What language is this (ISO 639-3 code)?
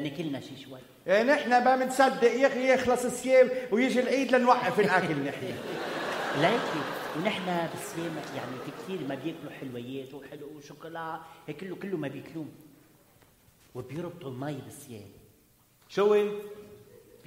apc